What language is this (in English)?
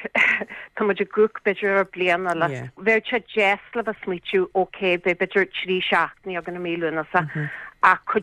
Irish